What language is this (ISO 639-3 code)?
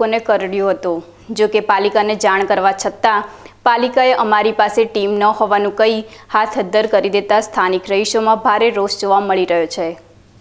guj